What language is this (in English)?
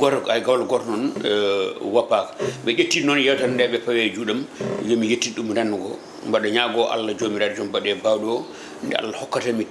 Fula